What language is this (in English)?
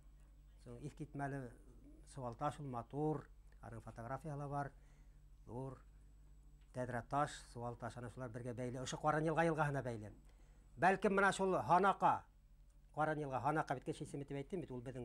Bashkir